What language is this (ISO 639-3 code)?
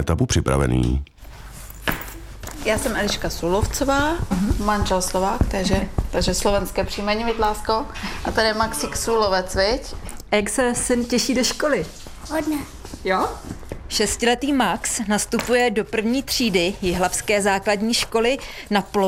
ces